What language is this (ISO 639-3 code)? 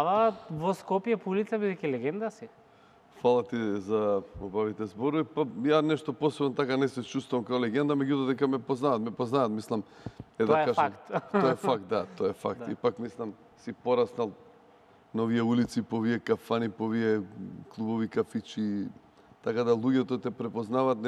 mkd